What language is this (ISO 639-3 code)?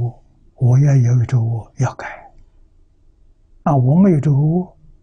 zho